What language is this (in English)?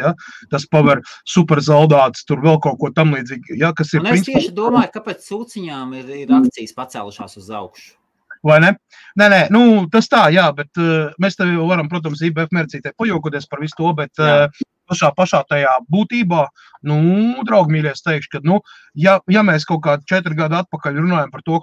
Latvian